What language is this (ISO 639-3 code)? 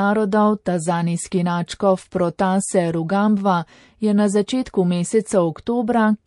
slv